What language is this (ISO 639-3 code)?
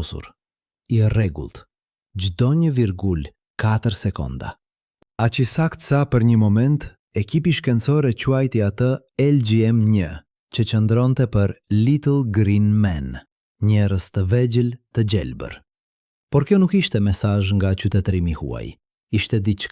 sqi